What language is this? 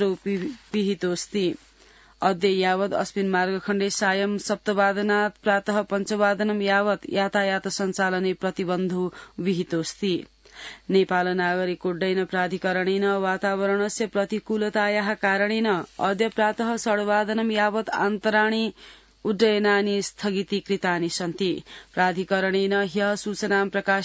Sanskrit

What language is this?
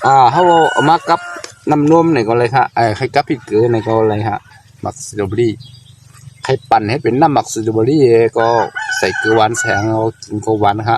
Shan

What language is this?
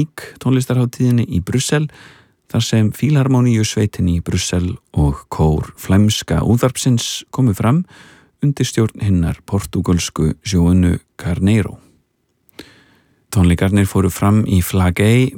Icelandic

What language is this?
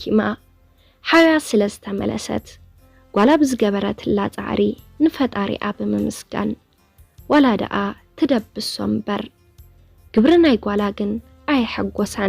Tigrinya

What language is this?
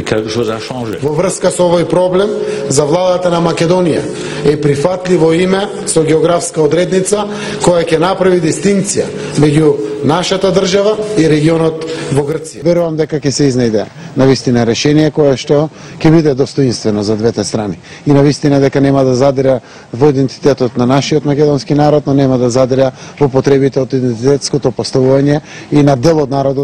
Macedonian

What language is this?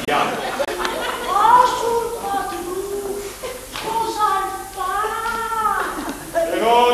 Lombard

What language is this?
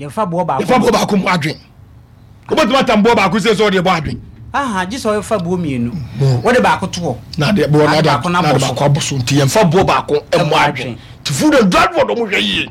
Akan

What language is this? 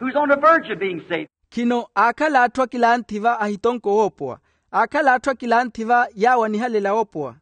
Makhuwa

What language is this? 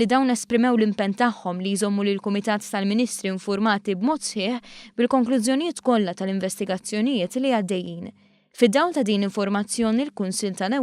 Maltese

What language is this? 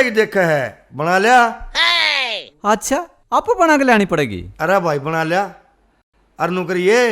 Haryanvi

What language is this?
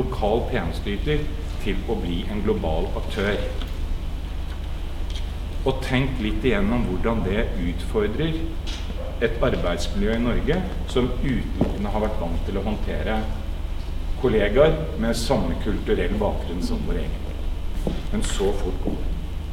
Norwegian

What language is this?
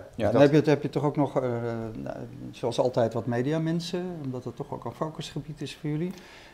Dutch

